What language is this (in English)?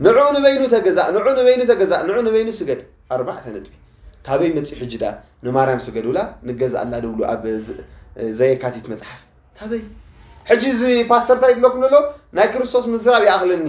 Tigrinya